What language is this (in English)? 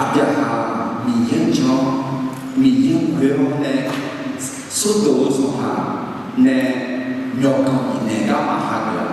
Akha